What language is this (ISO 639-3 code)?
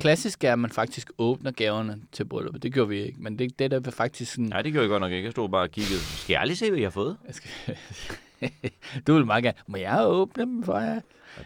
dan